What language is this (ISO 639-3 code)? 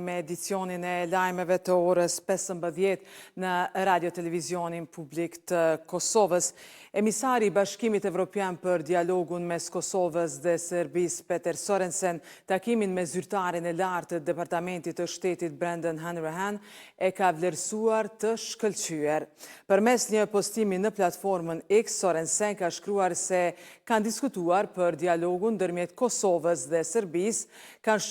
sqi